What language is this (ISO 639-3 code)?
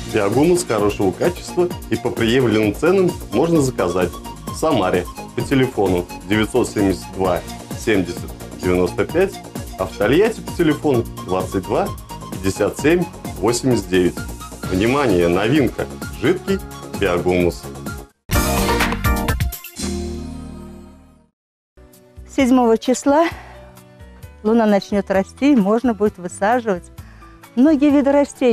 rus